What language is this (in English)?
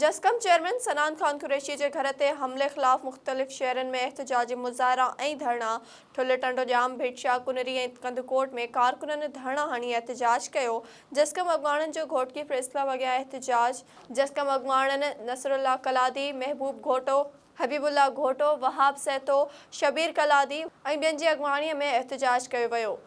Sindhi